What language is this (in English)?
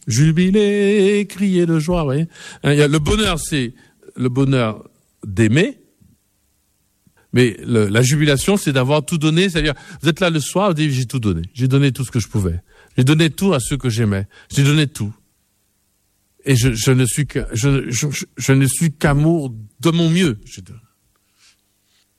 French